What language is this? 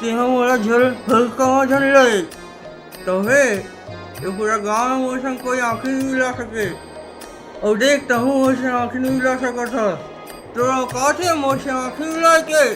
Chhattisgarhi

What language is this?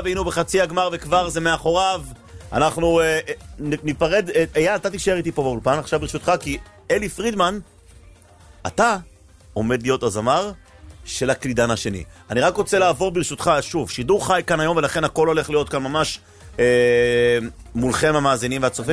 Hebrew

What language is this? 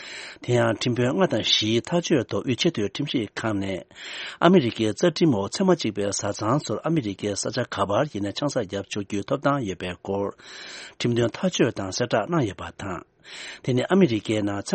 Tibetan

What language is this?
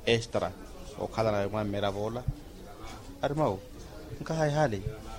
Makhuwa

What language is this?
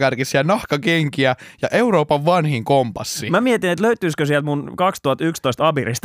Finnish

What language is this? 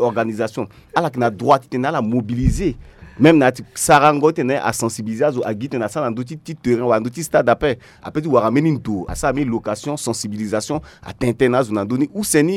Sango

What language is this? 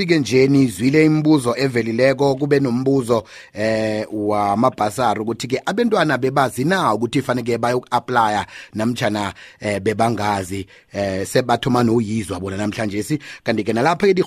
South Ndebele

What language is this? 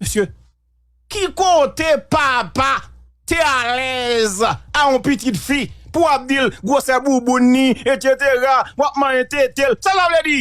Haitian Creole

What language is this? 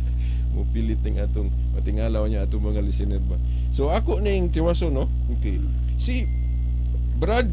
Cebuano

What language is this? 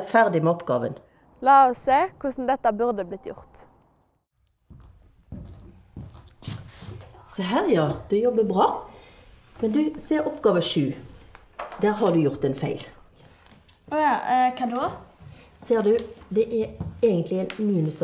Norwegian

